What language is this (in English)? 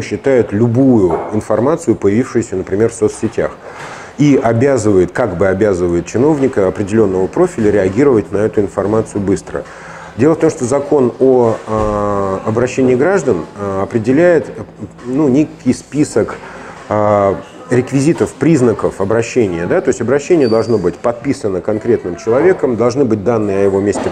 Russian